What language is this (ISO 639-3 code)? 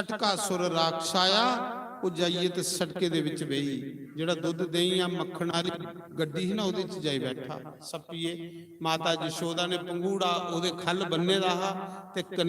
doi